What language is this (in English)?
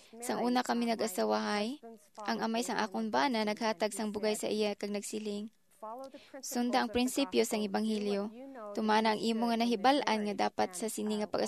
Hiligaynon